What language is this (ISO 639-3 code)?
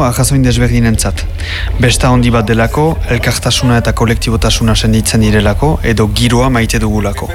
eus